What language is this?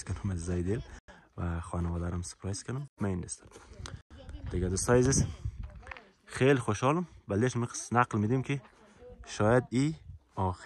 Persian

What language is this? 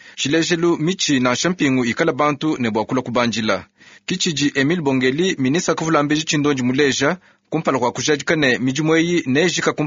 Luba-Lulua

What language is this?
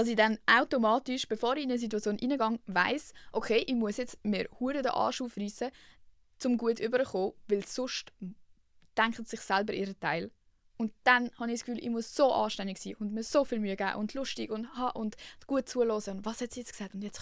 Swiss German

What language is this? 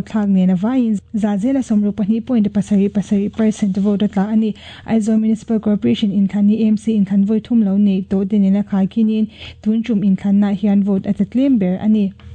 Mizo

